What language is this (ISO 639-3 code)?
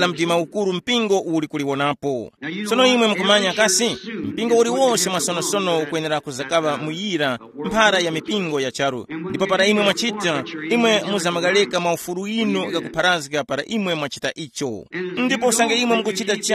tum